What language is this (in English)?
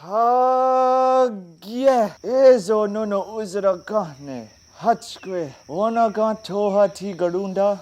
Mohawk